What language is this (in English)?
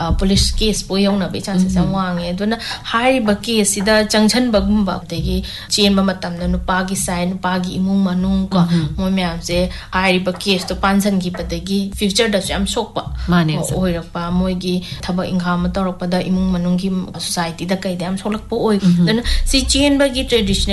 Manipuri